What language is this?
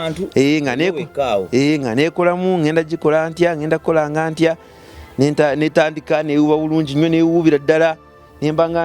Ganda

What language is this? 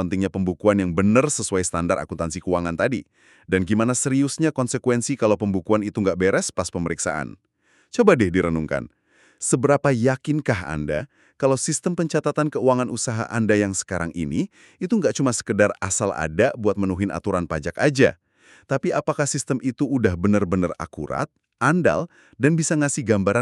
Indonesian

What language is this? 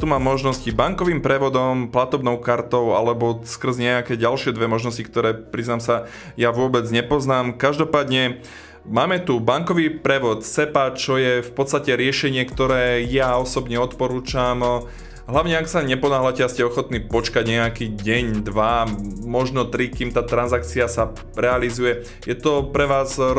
Slovak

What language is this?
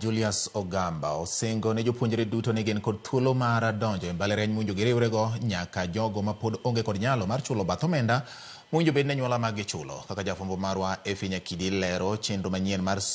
Luo (Kenya and Tanzania)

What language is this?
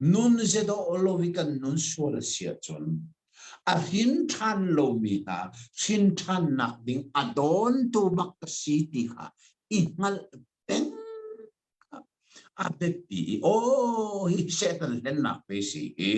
Hakha Chin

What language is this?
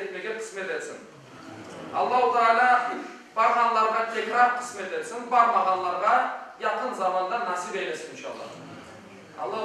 Crimean Tatar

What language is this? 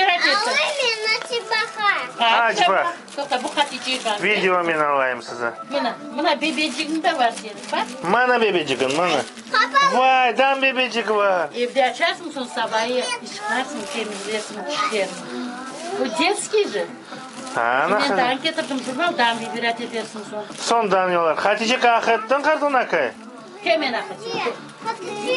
Crimean Tatar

